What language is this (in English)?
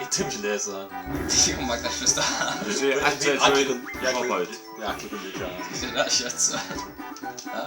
Faroese